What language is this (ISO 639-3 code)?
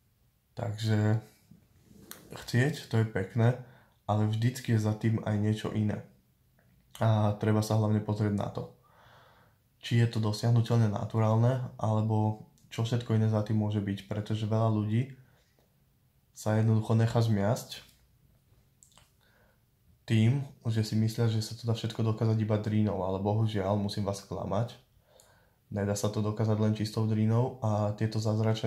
slk